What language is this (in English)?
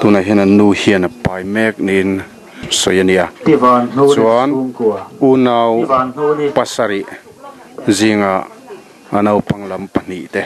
Mizo